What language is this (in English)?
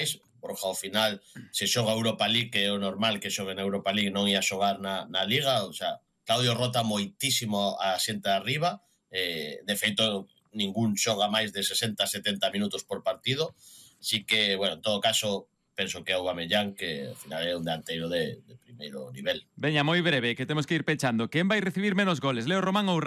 Galician